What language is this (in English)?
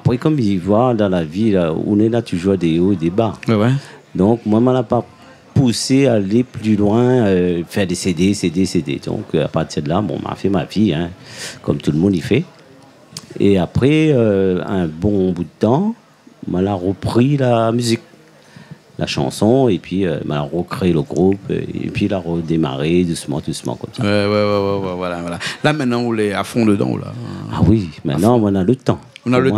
Réunion Creole French